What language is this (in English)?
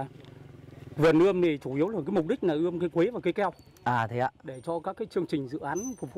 Vietnamese